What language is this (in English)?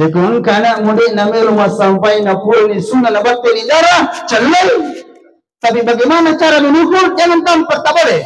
Buginese